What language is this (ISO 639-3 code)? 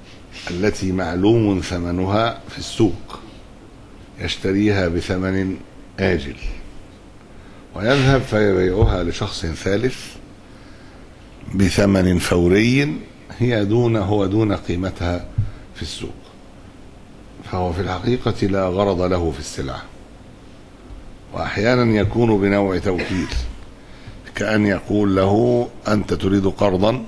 ara